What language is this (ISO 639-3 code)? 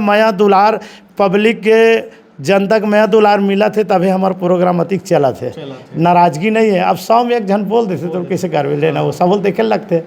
hne